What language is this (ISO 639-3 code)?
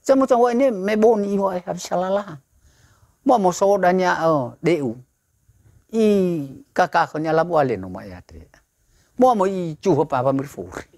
nia